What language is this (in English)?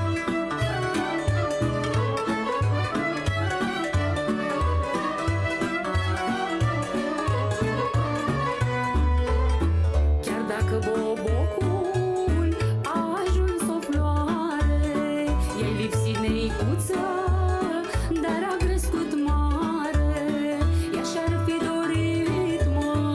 Romanian